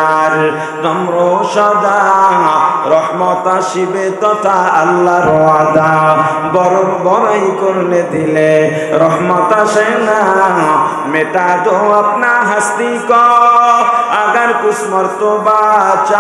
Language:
Bangla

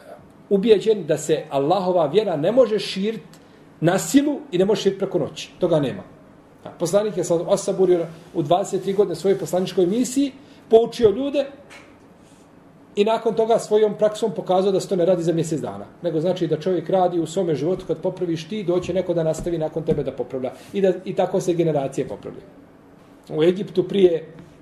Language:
Bosnian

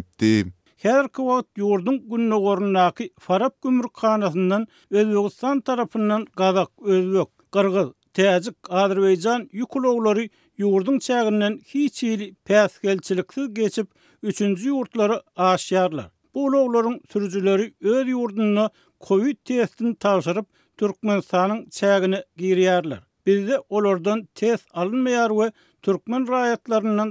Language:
Turkmen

